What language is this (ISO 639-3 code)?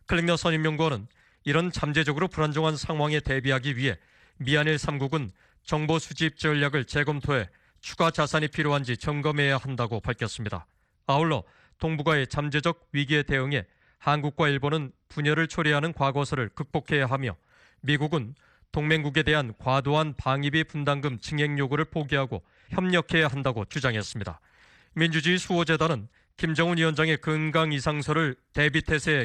kor